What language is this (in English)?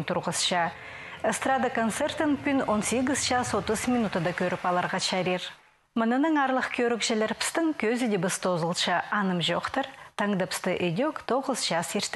Khakas